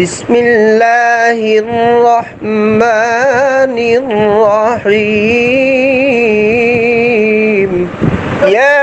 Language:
Rohingya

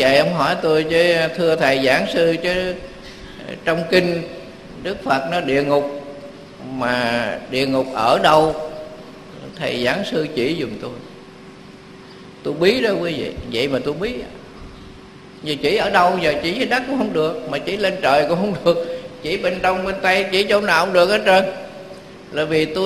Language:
Vietnamese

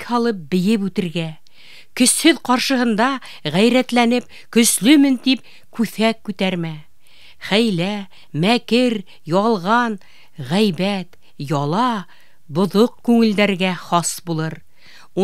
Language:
Bashkir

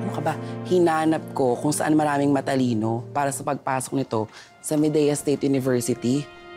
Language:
Filipino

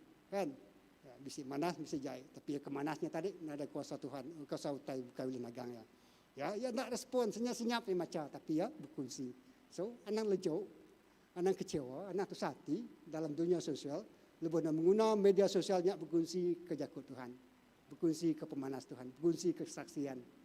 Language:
Iban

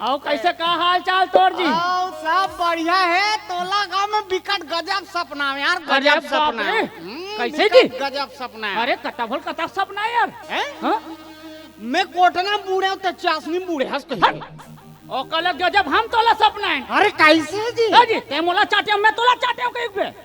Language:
Chhattisgarhi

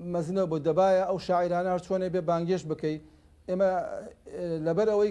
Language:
Central Kurdish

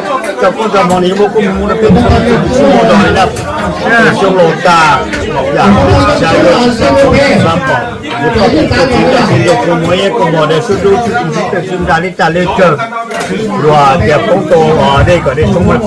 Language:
Hmong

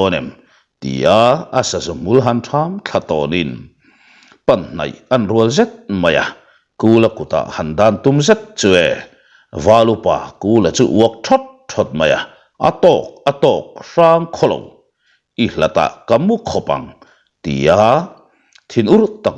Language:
Mizo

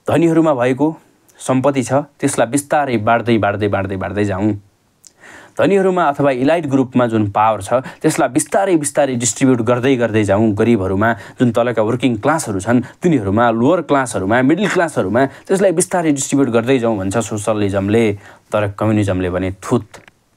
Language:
Nepali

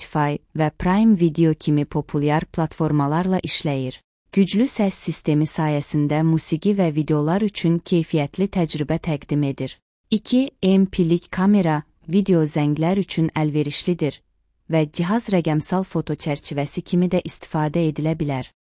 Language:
Azerbaijani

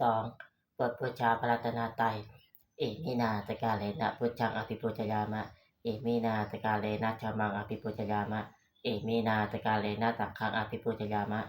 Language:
Pali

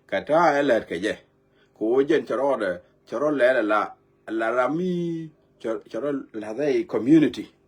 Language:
Nuer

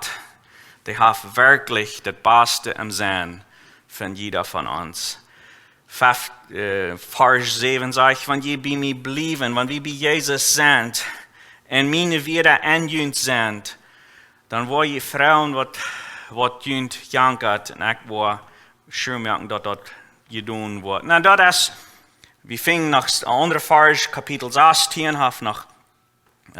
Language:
Plautdietsch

